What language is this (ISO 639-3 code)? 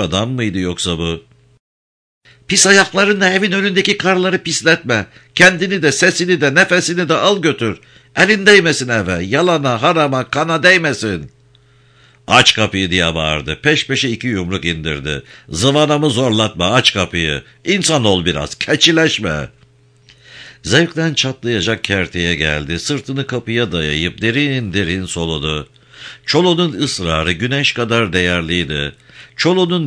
tur